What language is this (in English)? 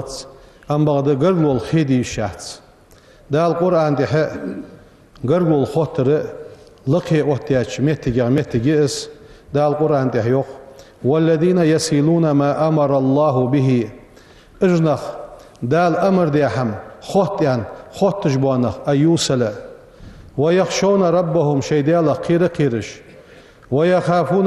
Ingush